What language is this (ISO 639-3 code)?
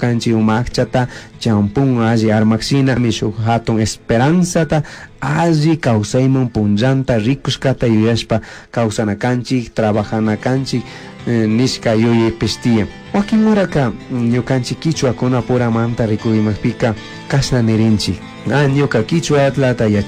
qug